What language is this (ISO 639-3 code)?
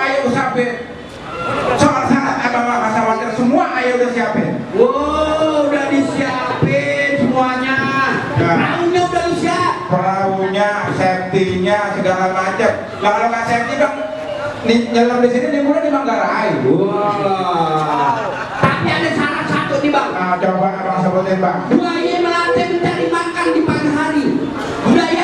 bew